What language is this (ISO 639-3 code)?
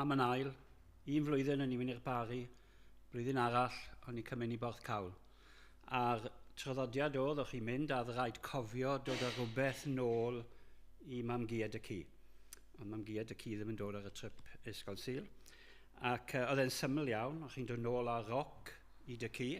cym